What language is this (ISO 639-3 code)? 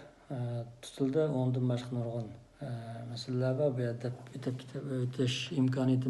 uig